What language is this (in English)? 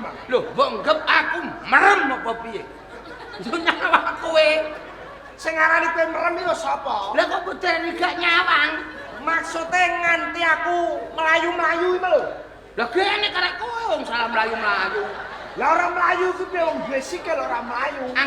Javanese